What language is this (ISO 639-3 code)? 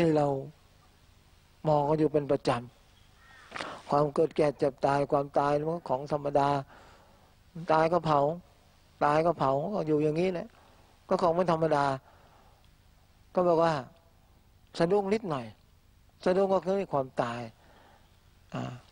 tha